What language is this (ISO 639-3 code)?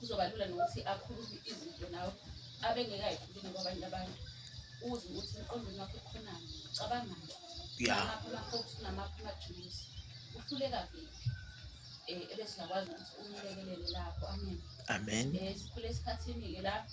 zul